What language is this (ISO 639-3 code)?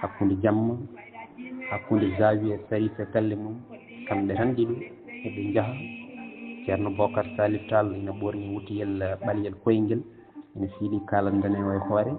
ful